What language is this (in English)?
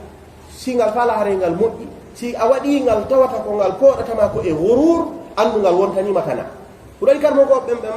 Fula